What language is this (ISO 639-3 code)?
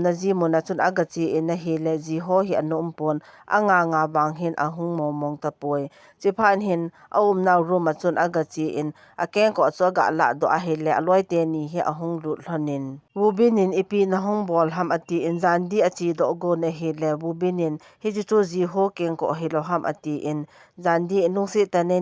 tcz